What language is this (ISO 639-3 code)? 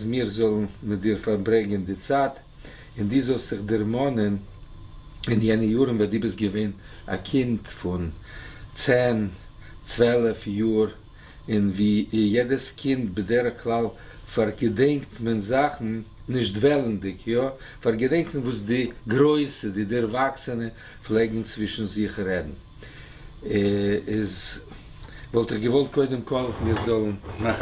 yid